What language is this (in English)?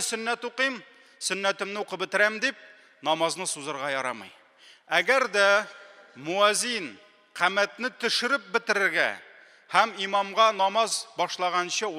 Tatar